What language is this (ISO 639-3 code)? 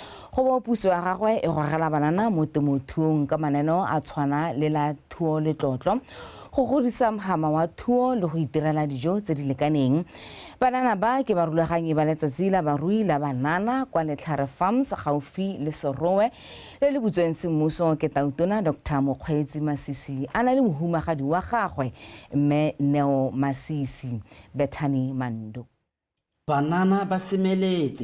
tsn